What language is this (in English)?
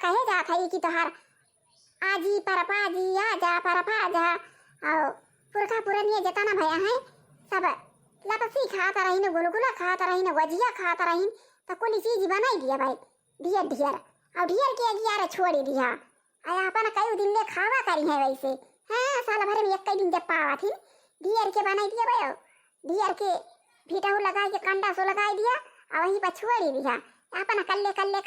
Awadhi